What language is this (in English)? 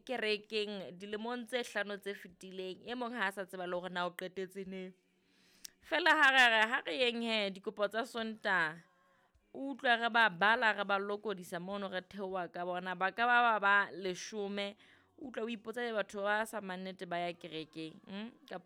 Southern Sotho